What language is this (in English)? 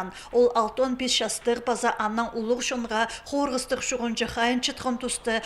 Khakas